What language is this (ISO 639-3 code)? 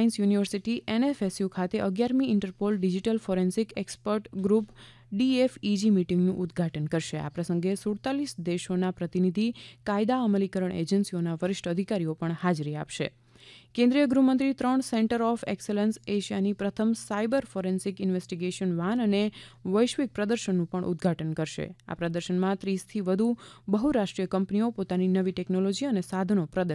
guj